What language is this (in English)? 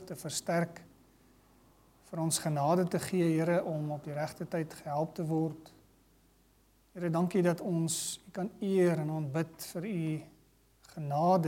Afrikaans